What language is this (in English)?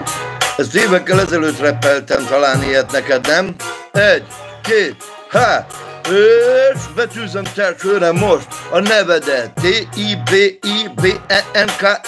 Hungarian